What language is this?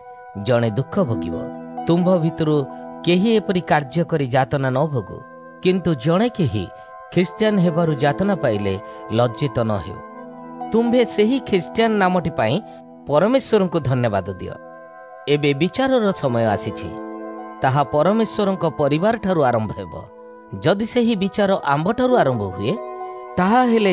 Odia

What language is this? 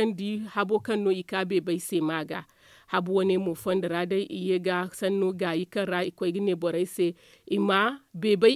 Zarma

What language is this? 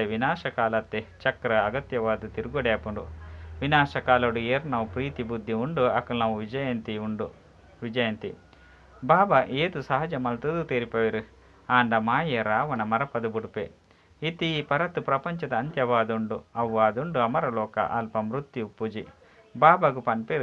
Tulu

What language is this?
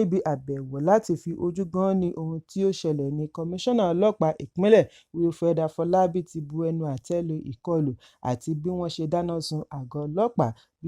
Yoruba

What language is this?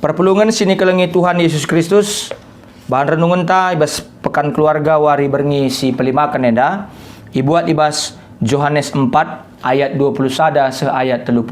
Batak Karo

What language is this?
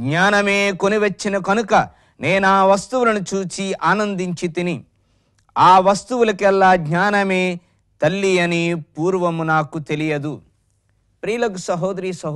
Telugu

